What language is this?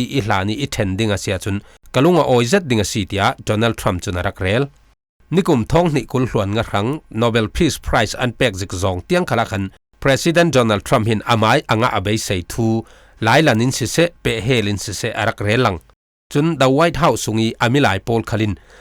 Falam Chin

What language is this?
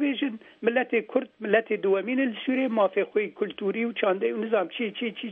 Kurdish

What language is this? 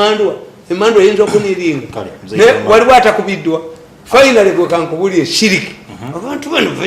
Ganda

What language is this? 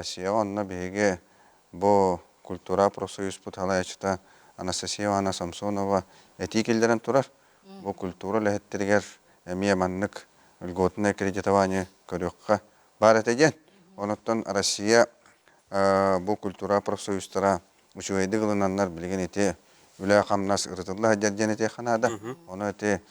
Yakut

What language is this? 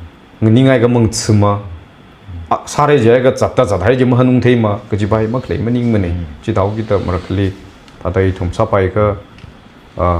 Tangkhul Naga (India)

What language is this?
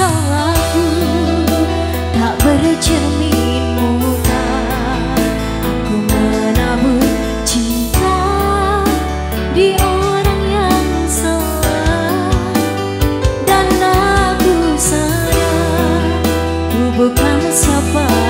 Indonesian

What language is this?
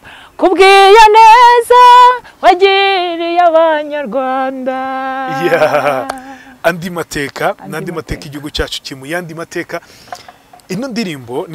Kinyarwanda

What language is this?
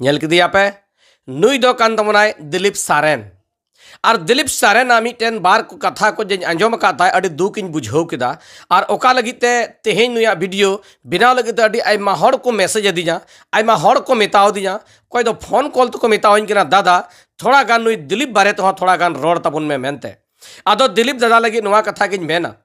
Santali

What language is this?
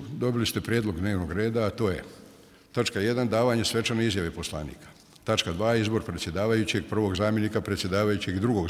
Bosnian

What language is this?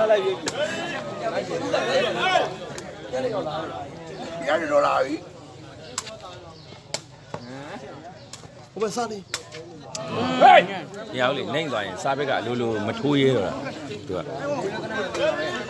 Burmese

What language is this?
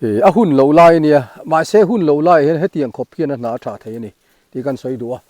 Mizo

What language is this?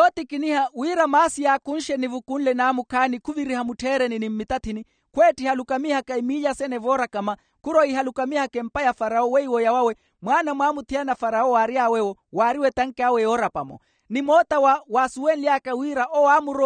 Makhuwa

